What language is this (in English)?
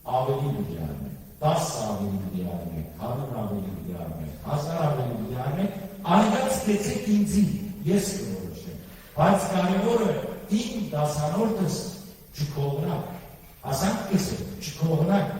Western Armenian